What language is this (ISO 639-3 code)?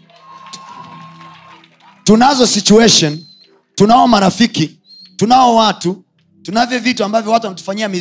swa